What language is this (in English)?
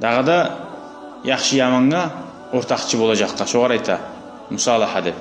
Kumyk